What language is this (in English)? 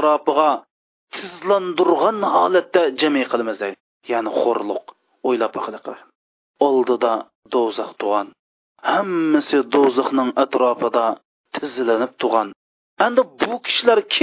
Uyghur